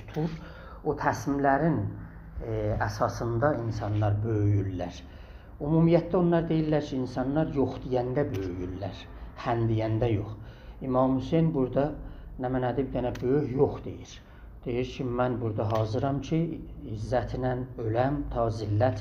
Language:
South Azerbaijani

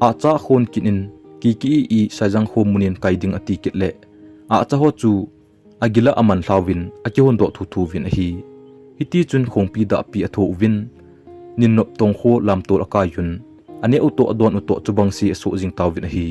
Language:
Thado Chin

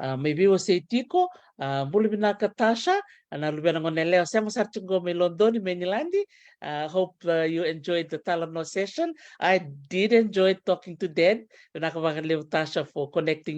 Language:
Fijian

